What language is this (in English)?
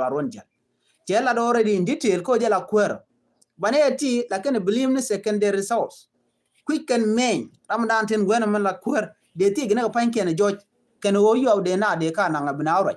Nuer